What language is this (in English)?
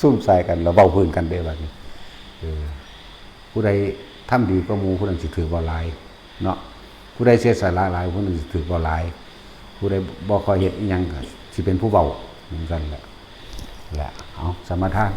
Northeastern Thai